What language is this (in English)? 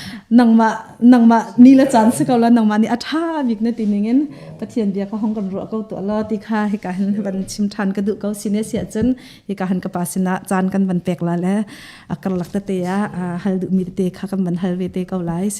Hakha Chin